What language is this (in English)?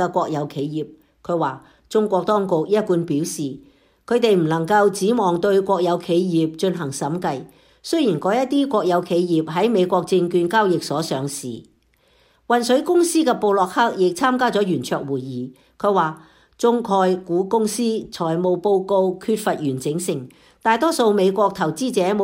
Cantonese